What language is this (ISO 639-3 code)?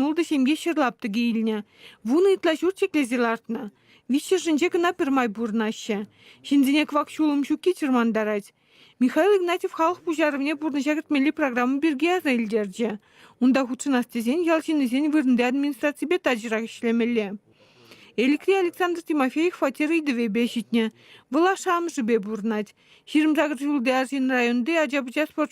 chv